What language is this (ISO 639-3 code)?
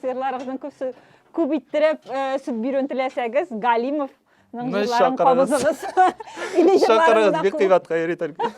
tat